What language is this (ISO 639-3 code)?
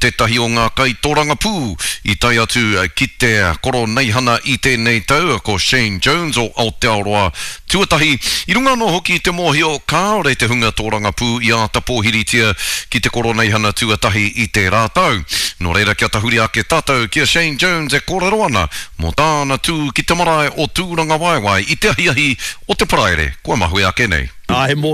mri